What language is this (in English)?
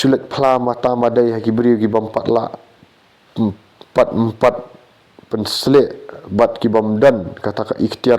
Khasi